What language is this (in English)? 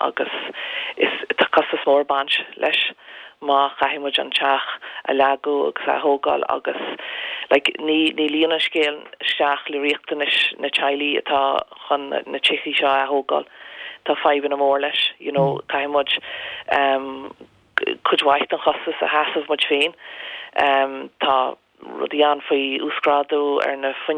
Irish